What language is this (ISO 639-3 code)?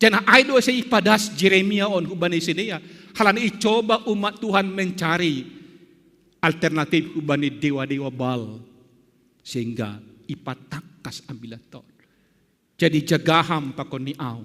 bts